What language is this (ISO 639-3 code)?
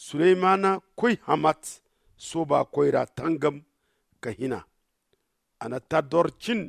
dje